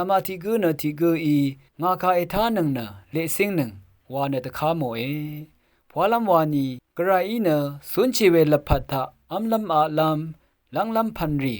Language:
Rawang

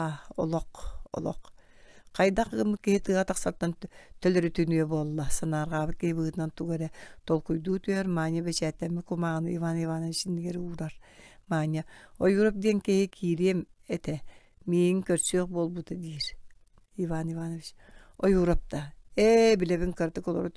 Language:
Yakut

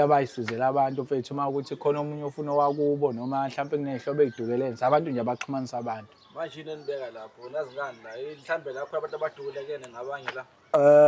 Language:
Zulu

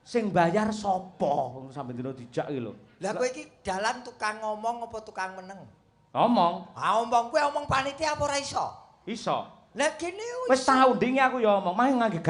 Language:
Javanese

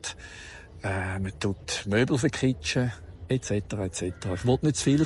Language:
Swiss German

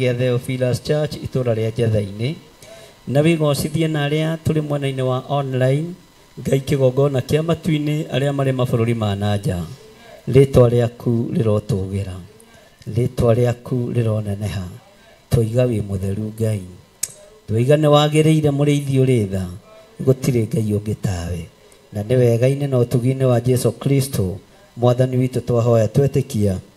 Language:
Kikuyu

